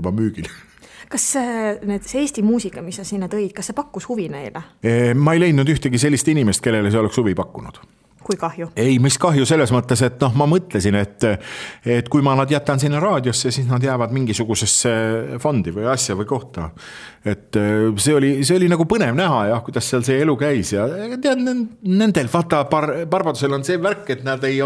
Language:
Estonian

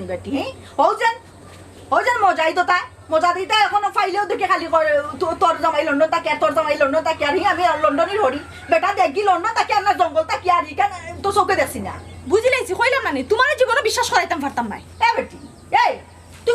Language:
Sylheti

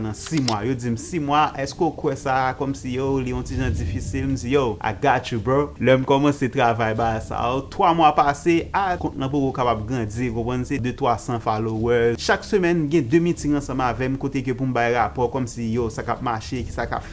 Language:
Haitian Creole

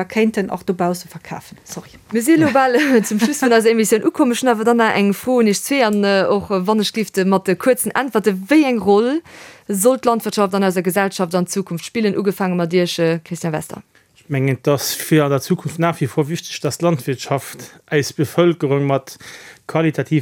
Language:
Luxembourgish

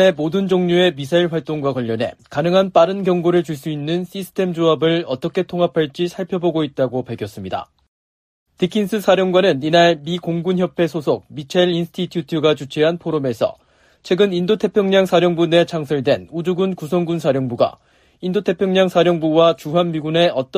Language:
Korean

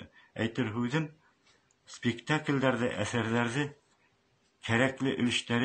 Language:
Bashkir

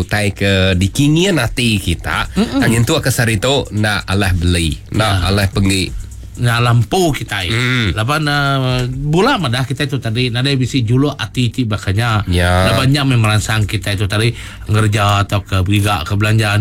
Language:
Iban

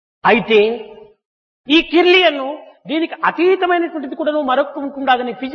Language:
Telugu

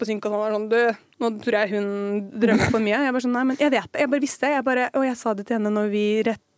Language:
Norwegian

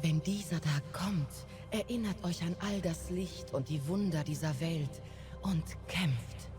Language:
Swiss German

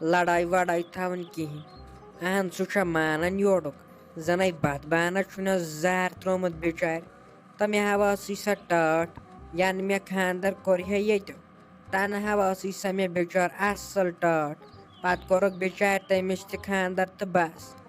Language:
Kashmiri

